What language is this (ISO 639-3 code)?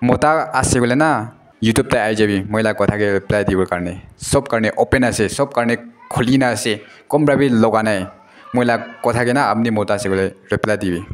nag